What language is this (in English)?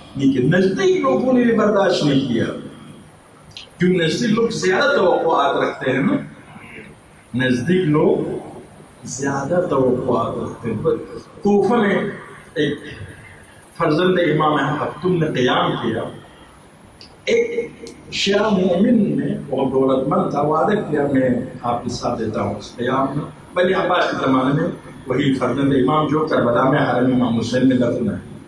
Urdu